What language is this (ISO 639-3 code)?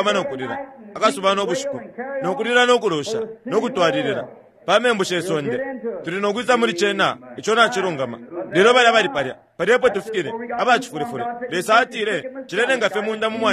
bem